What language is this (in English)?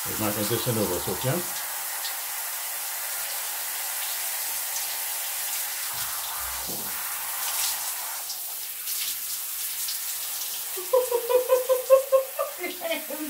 Dutch